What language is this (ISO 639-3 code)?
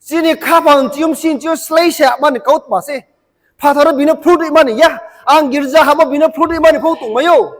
ria